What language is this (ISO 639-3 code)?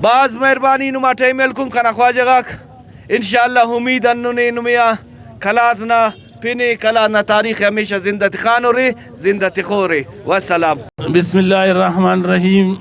brh